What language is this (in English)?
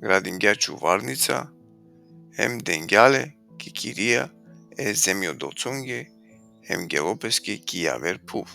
Balkan Romani